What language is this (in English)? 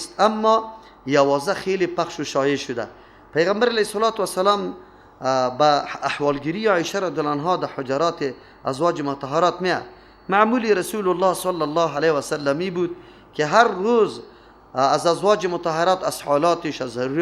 Persian